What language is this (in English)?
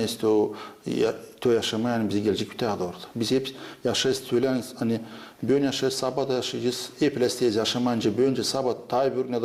Gagauz